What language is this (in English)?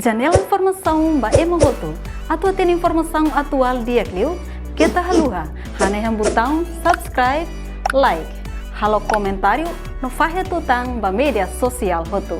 Tetum